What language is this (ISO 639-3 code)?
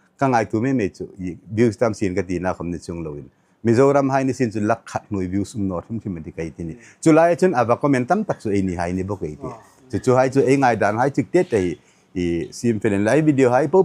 hmr